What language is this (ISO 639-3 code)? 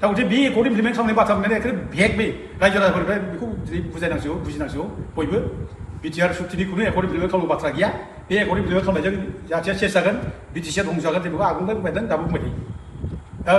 brx